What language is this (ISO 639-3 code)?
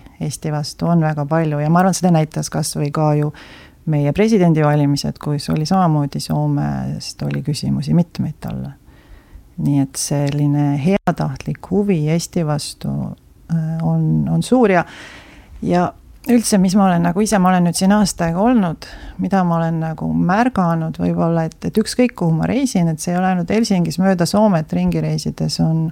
est